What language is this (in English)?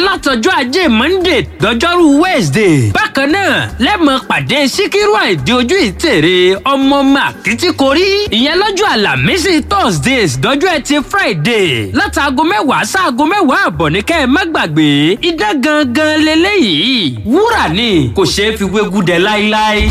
Yoruba